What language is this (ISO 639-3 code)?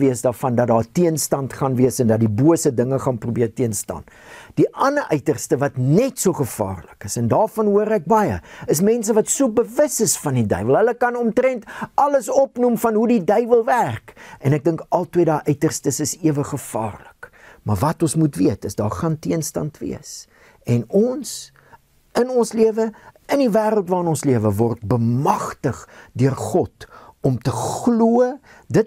afr